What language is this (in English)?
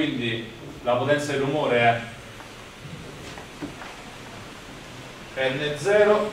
Italian